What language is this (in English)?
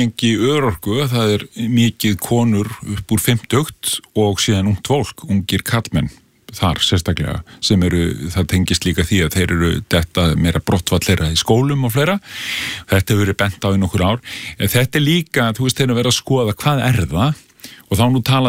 Icelandic